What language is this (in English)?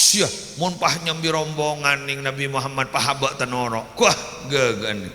Madurese